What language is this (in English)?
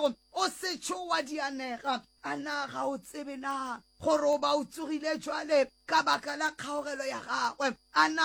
Northern Sotho